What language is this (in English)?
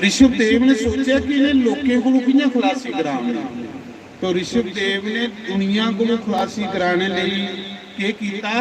Dogri